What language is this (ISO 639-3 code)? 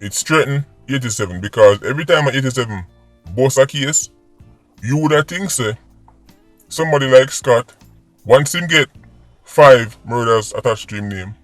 jam